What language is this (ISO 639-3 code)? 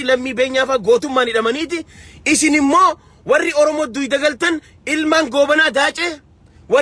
orm